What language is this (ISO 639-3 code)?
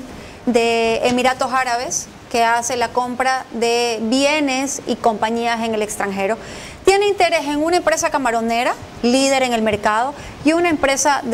spa